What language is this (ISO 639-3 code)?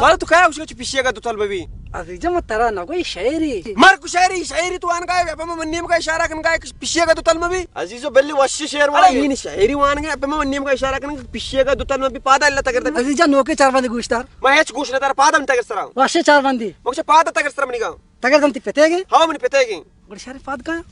bal